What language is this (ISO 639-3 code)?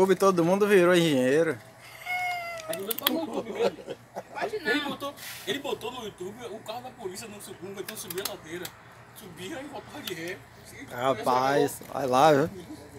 por